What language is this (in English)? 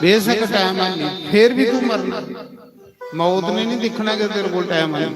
Dogri